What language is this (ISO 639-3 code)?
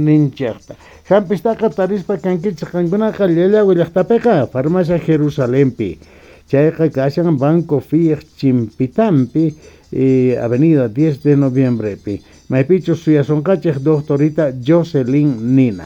quh